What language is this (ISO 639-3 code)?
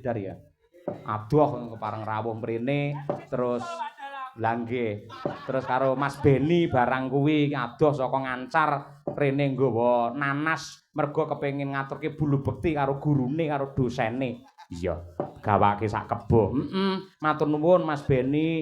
jav